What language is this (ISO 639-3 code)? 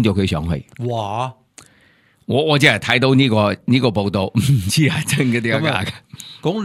yue